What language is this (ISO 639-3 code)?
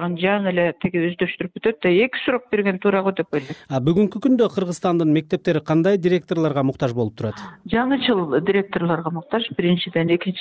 kir